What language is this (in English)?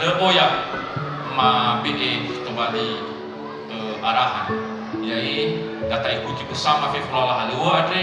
Nias